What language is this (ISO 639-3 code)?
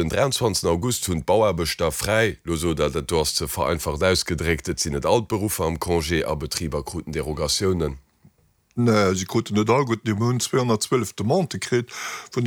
ltz